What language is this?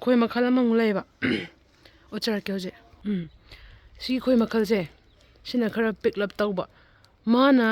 Manipuri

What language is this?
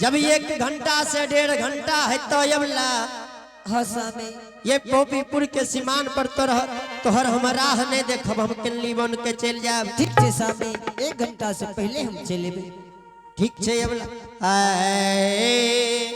Angika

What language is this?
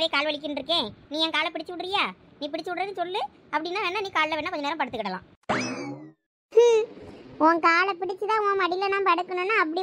Tamil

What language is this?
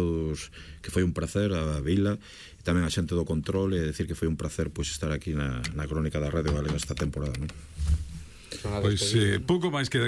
Galician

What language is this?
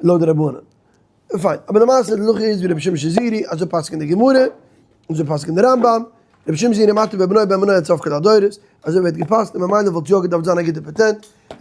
Yiddish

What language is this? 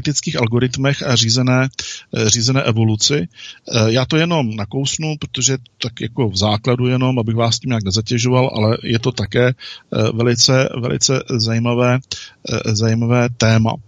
Czech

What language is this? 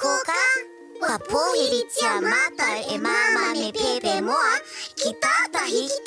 Māori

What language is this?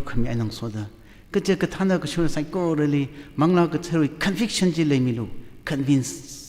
Tangkhul Naga (India)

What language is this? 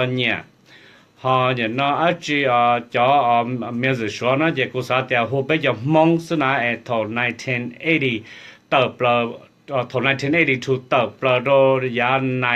Hmong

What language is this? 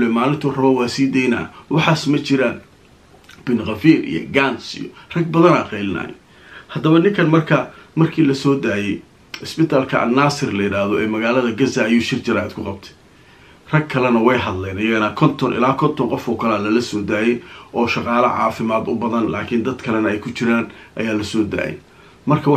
Somali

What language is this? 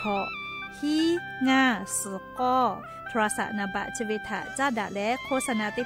Lahu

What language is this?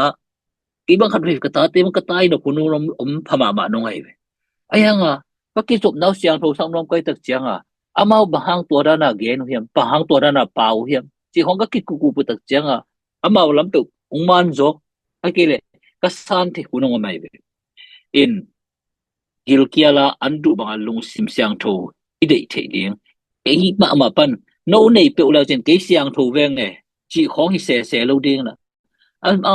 Tedim Chin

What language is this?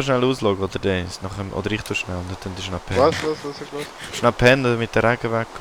Swiss German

